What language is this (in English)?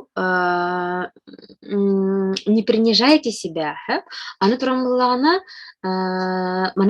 Yakut